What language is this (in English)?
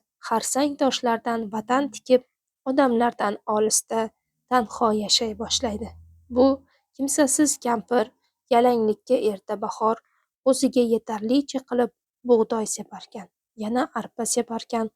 Uzbek